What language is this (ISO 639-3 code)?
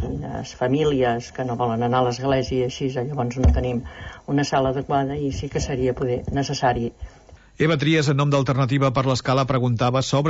cat